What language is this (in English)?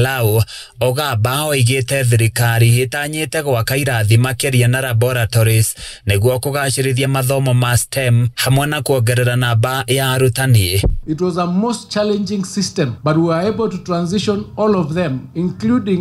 Kikuyu